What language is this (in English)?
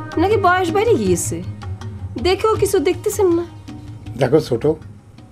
Bangla